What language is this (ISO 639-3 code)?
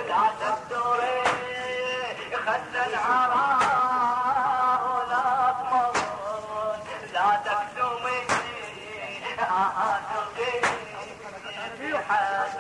ara